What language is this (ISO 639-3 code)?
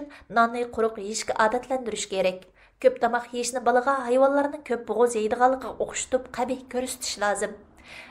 uig